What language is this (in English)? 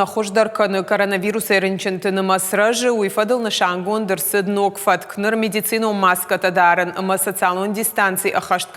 Ossetic